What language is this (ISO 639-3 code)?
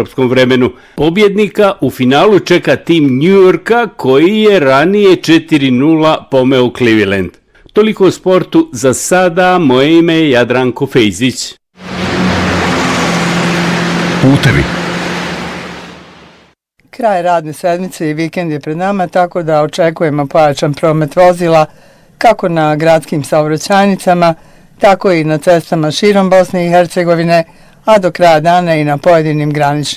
bos